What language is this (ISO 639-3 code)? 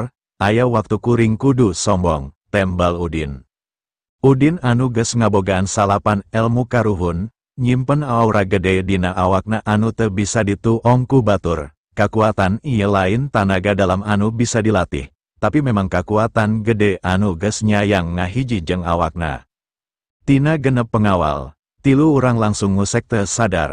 sun